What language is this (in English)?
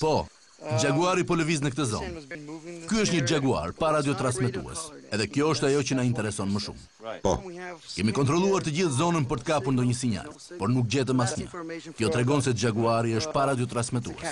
Albanian